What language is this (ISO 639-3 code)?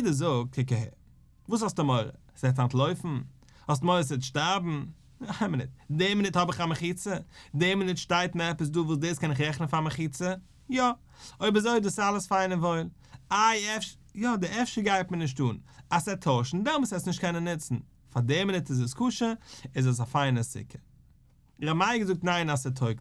yid